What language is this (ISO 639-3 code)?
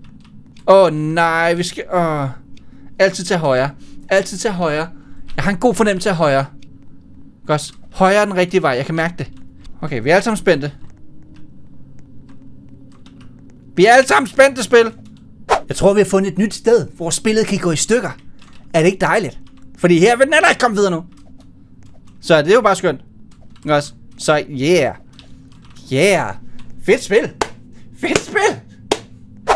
dan